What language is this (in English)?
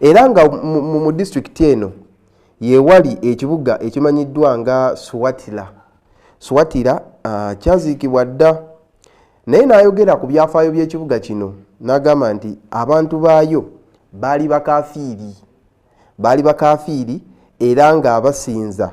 Ganda